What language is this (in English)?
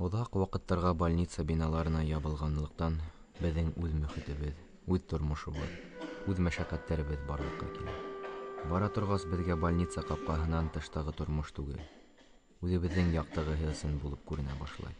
Bashkir